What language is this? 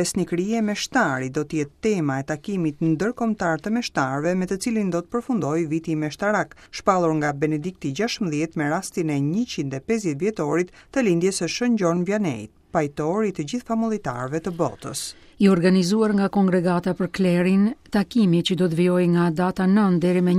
Albanian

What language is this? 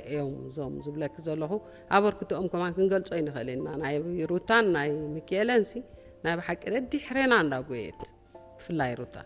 Tigrinya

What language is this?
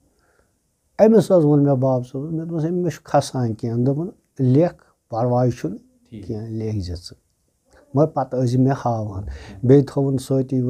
Kashmiri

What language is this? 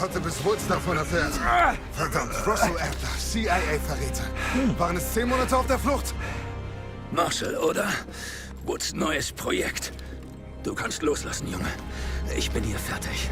Bavarian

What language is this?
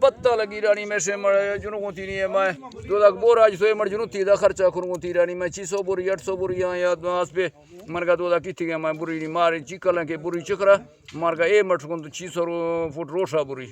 Eastern Balochi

